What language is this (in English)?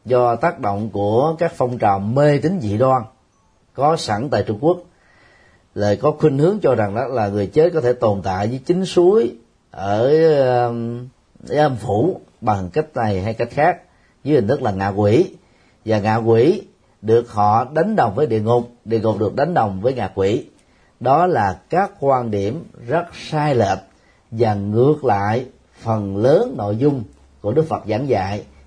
Vietnamese